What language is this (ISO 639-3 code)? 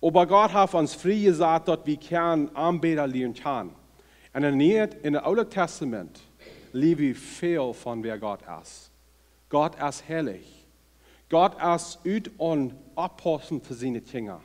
pdt